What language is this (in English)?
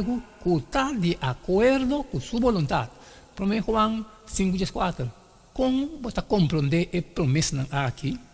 Papiamento